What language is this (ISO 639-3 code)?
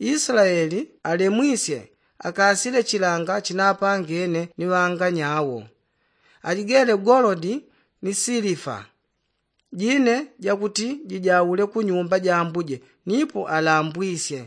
yao